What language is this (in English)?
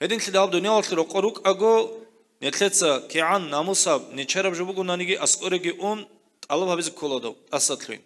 Avaric